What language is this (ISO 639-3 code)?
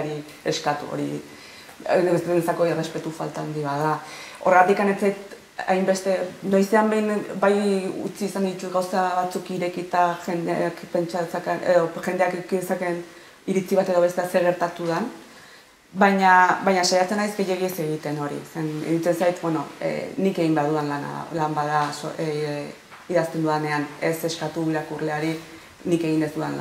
eus